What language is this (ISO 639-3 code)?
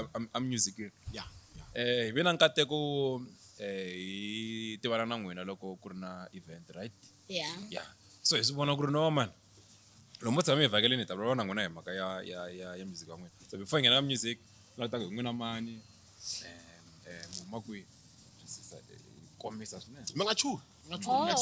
tso